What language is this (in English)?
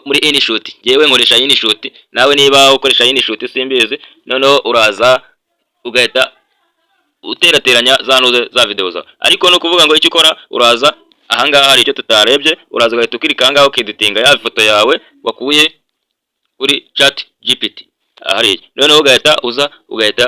Kinyarwanda